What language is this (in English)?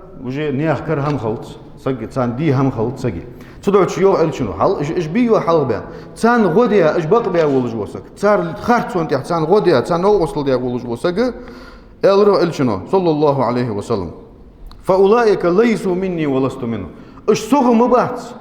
Ingush